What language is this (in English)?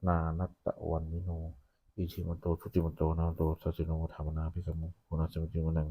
Pali